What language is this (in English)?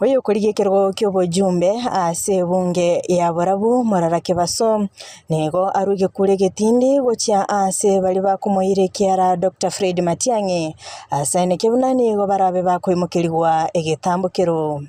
Gusii